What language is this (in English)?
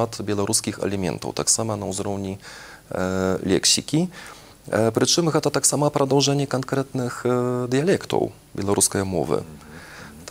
Belarusian